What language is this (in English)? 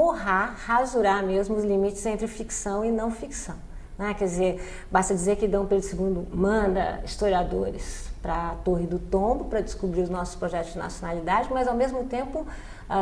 Portuguese